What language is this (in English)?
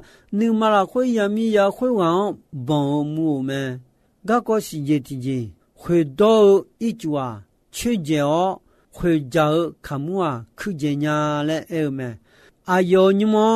Akha